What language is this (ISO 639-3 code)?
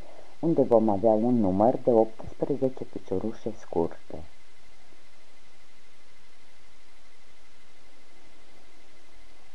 ron